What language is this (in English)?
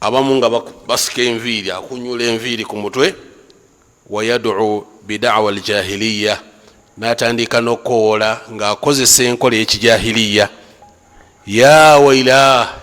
Ganda